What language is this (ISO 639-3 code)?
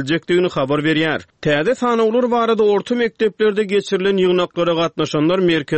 tuk